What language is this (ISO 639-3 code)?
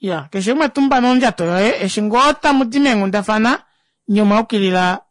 kua